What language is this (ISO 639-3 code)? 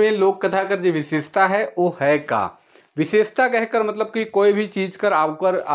sck